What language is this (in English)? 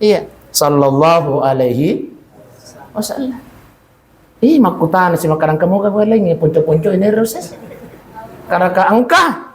Buginese